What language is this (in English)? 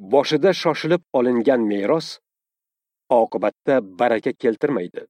Uzbek